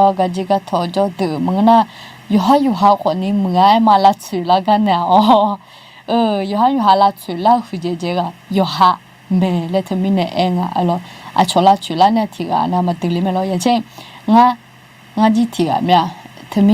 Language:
Akha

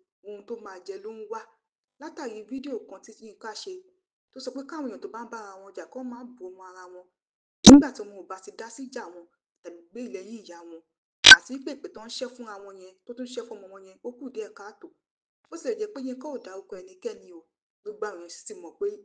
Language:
Yoruba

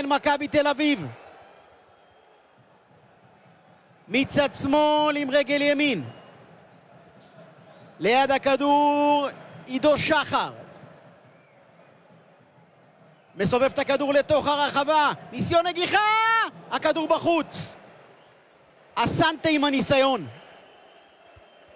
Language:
Hebrew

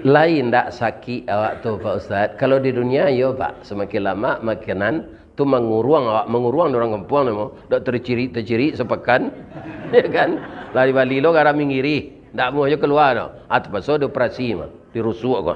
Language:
Minangkabau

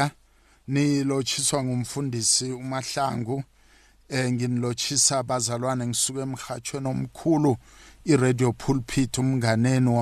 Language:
South Ndebele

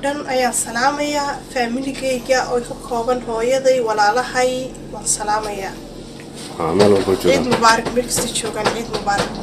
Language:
Somali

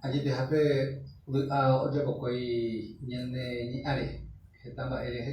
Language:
Guarani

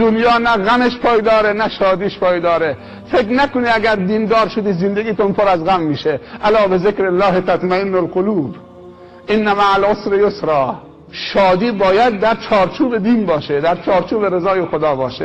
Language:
Persian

